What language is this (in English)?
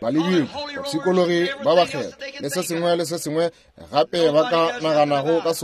Northern Sotho